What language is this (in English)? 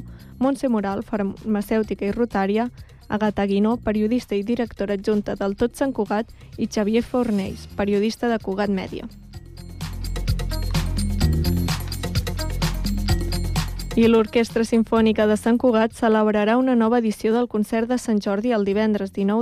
Catalan